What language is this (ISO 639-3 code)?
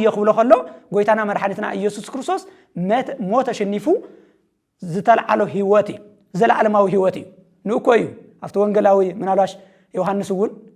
tir